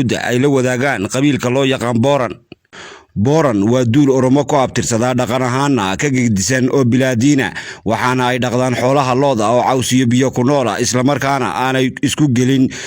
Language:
Somali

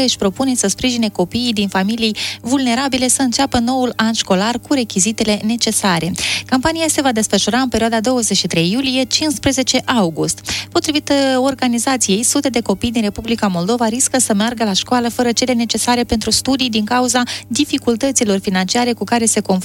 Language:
Romanian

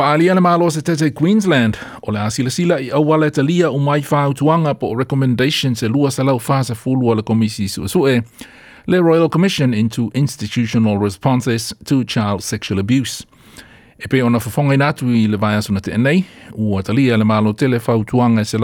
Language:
Samoan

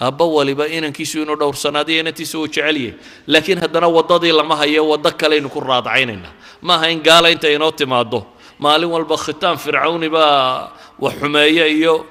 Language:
Somali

